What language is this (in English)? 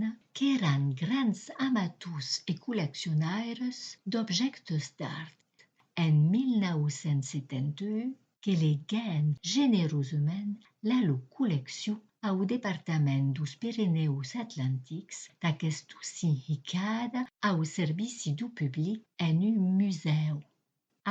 Occitan